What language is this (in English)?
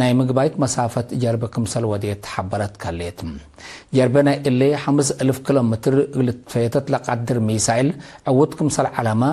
Tigre